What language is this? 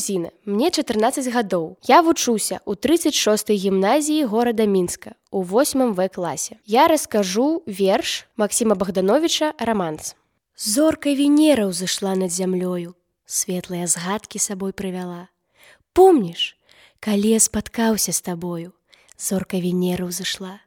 Belarusian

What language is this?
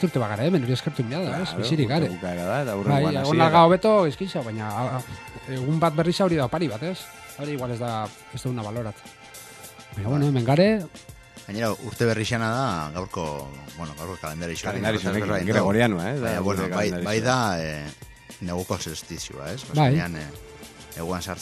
Basque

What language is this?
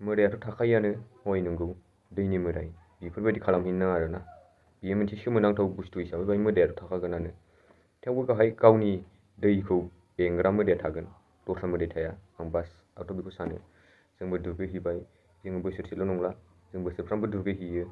Bodo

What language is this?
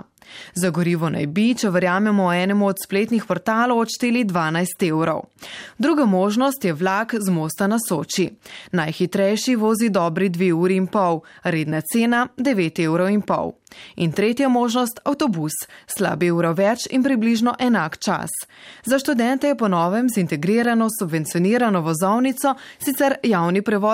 Slovenian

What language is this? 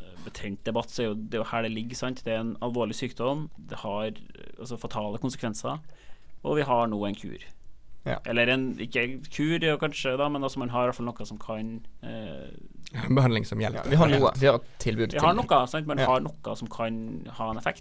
Norwegian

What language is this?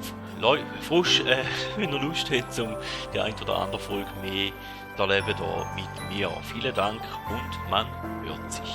Swiss German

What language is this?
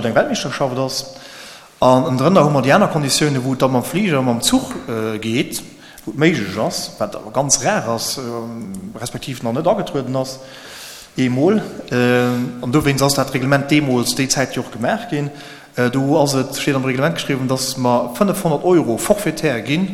Luxembourgish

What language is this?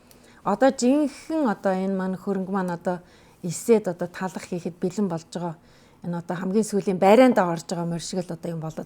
Mongolian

